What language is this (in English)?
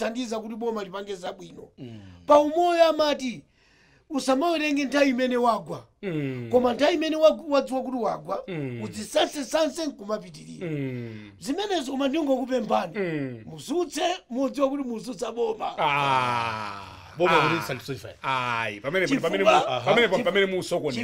Nyanja